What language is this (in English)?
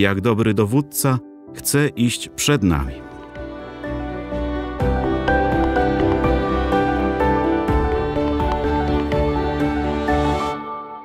Polish